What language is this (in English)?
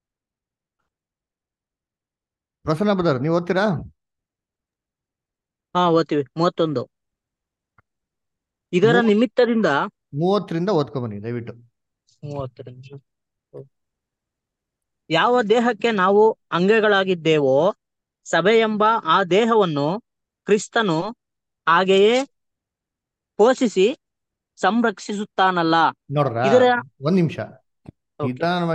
Kannada